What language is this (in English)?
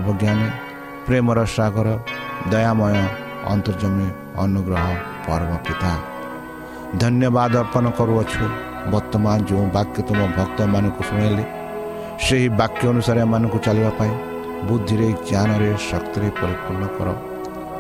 Odia